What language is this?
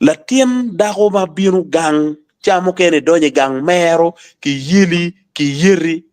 Acoli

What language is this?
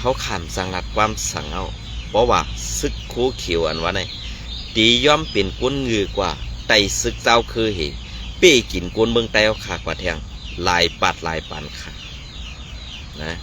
Shan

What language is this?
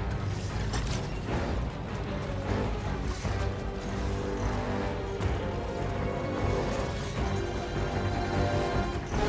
English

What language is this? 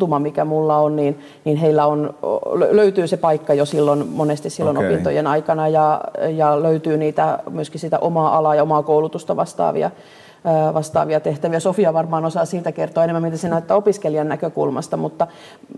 Finnish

